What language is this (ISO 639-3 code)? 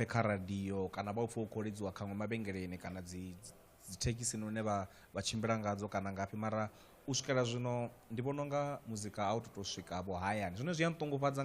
ven